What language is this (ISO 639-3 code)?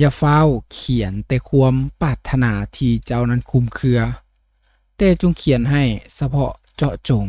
lao